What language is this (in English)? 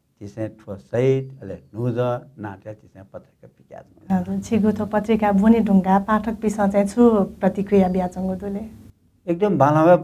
Newari